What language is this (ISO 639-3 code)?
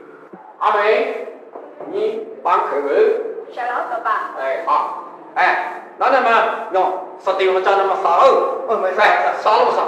kac